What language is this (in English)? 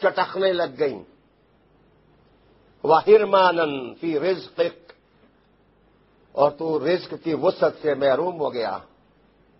Urdu